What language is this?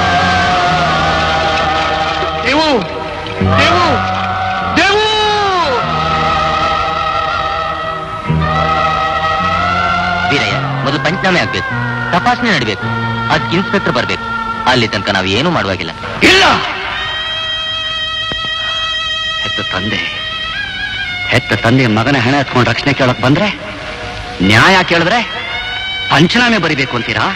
Kannada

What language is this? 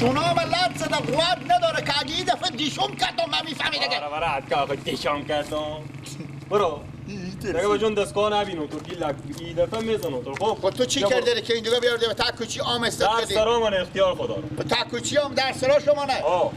Persian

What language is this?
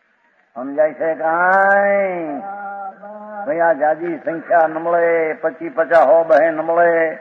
Gujarati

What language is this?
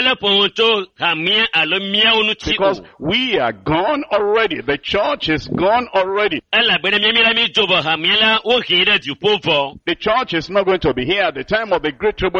Ewe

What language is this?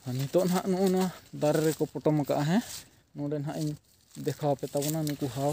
Santali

